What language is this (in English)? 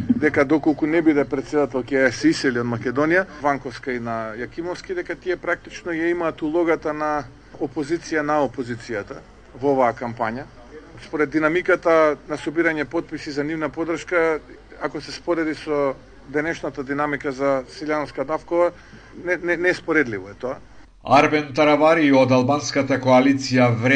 Macedonian